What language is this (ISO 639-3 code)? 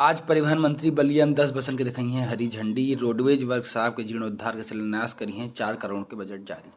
awa